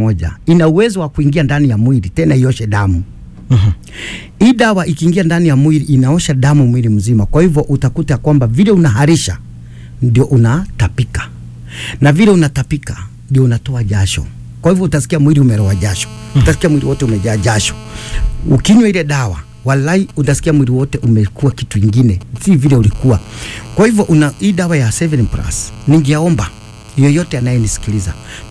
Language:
Swahili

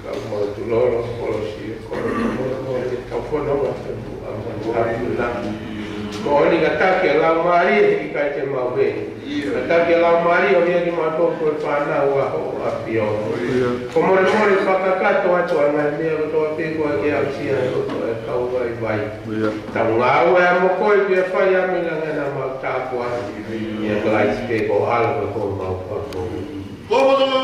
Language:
Tongan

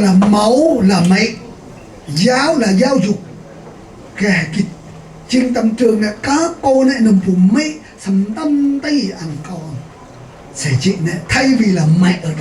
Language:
Central Mnong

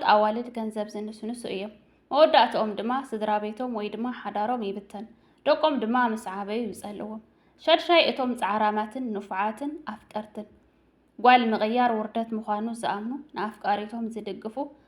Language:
Tigrinya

